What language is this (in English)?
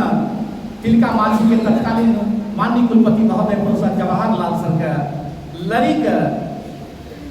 Angika